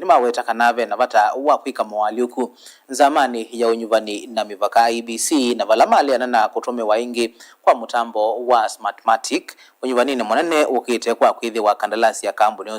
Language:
Kamba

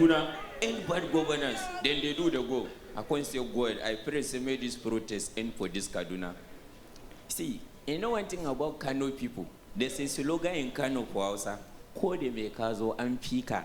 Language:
Nigerian Pidgin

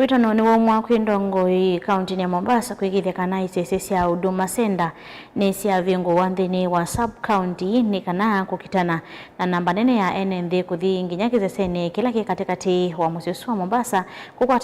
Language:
Kamba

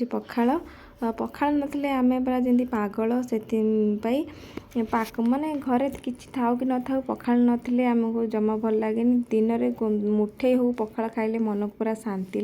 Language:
Odia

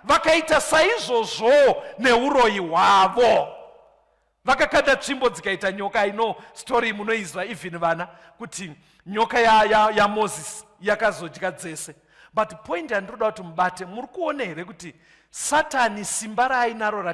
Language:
Shona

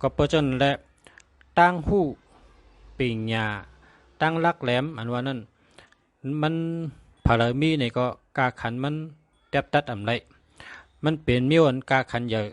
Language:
Shan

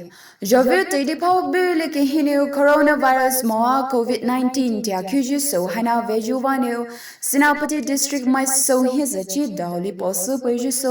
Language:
Poumei Naga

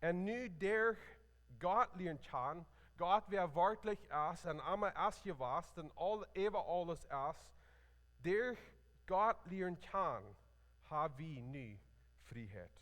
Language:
Plautdietsch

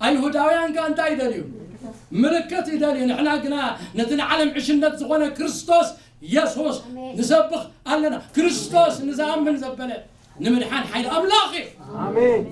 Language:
Tigrinya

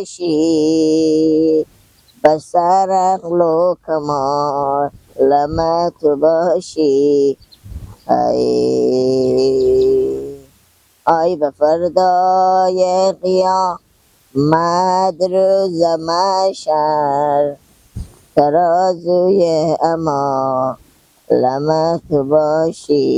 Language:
Persian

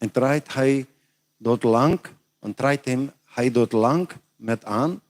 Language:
Plautdietsch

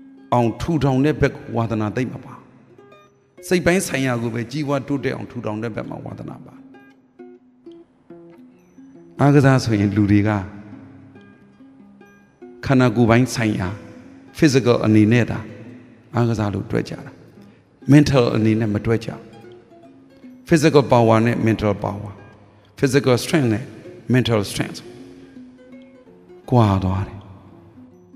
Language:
Burmese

